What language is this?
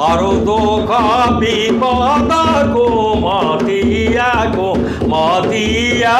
Sadri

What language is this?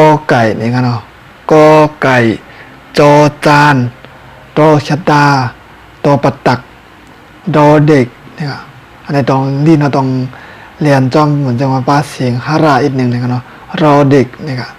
Shan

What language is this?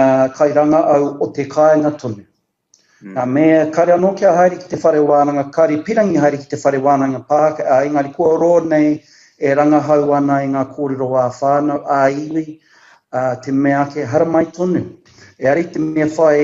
Māori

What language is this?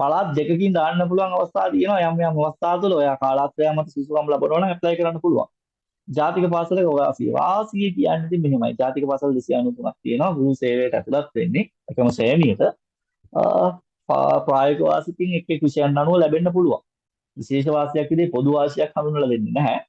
Sinhala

